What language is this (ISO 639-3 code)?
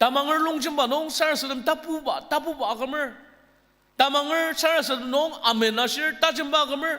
njo